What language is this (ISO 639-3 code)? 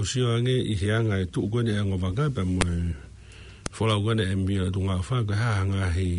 ton